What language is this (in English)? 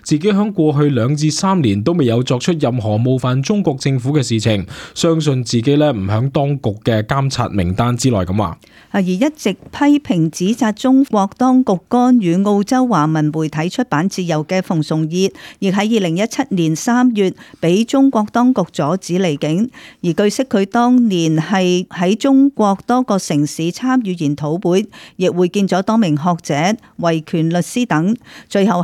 Cantonese